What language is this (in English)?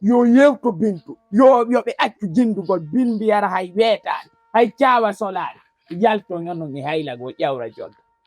Fula